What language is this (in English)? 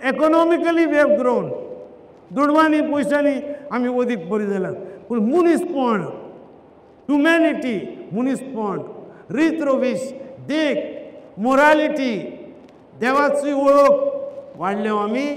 Konkani